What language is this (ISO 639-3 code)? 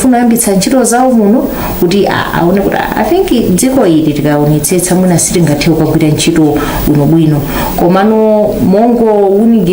nya